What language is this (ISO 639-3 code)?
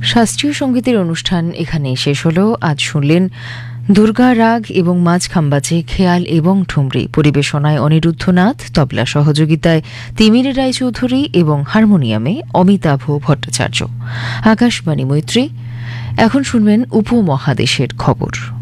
ben